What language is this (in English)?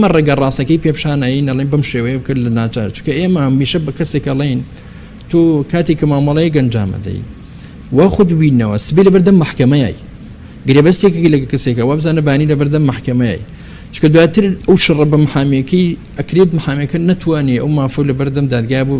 Central Kurdish